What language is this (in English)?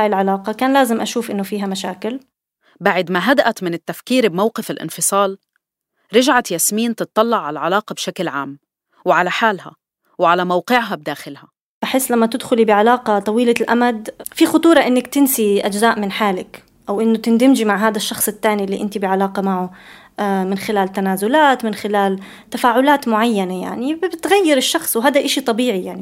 North Levantine Arabic